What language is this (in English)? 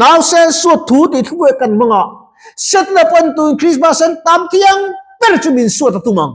Mizo